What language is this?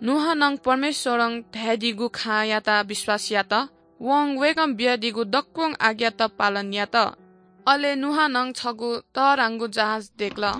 Newari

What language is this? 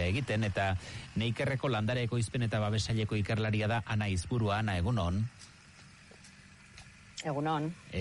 Basque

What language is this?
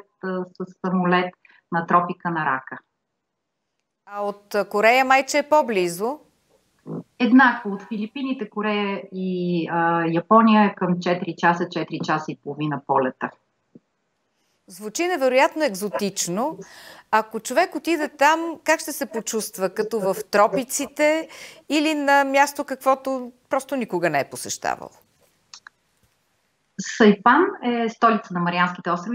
Bulgarian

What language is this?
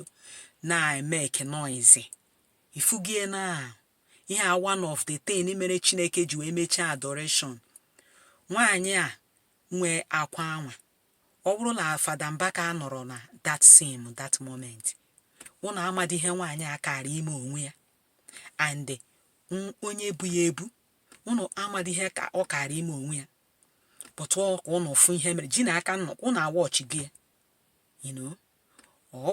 Igbo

